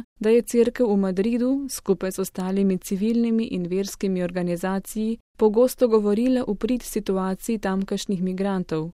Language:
Slovenian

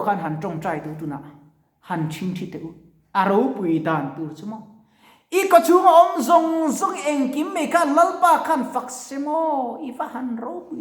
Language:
Mizo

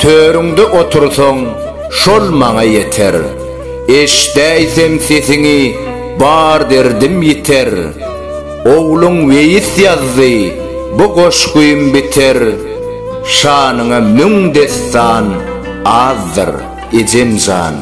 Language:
Turkmen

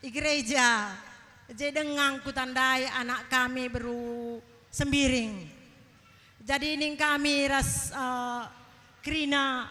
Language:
Batak Karo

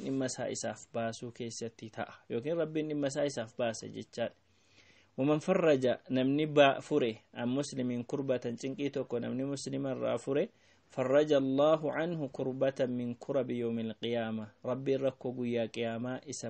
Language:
Oromo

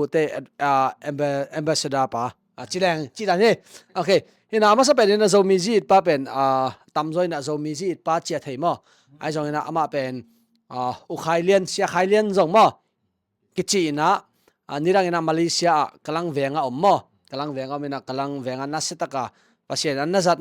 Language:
Tedim Chin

